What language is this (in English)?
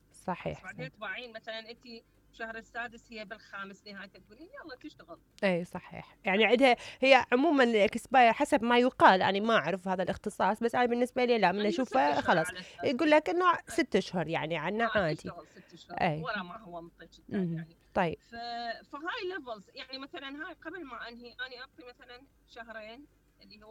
Mesopotamian Arabic